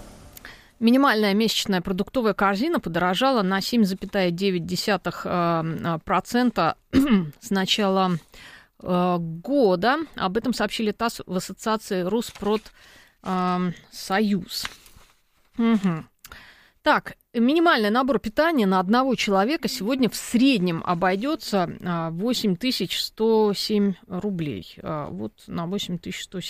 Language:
Russian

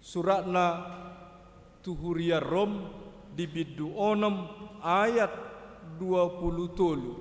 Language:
Batak Toba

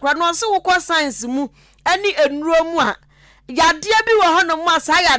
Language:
Akan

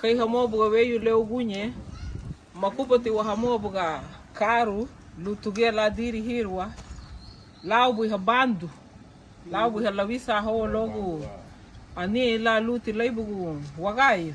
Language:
Garifuna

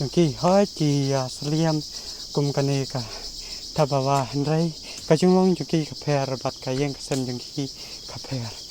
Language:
Khasi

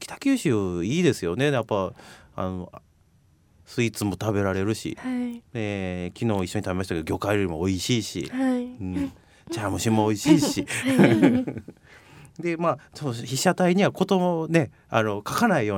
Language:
Japanese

